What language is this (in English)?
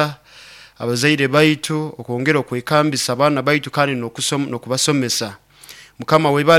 Nyoro